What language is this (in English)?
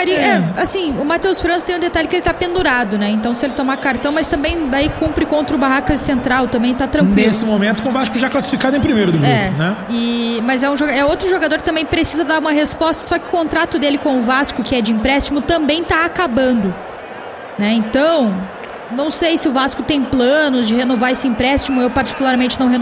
Portuguese